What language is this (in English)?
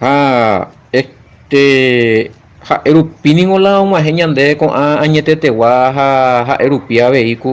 Guarani